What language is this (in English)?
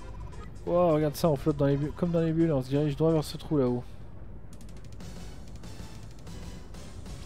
French